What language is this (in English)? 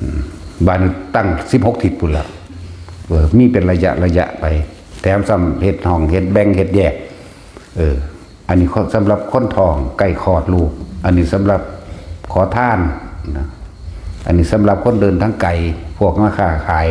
Northeastern Thai